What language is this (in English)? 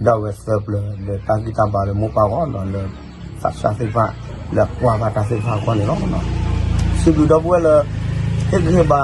S'gaw Karen